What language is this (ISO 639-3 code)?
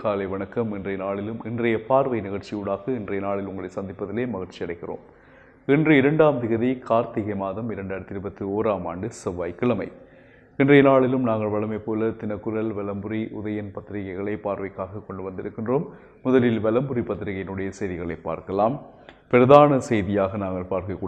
tam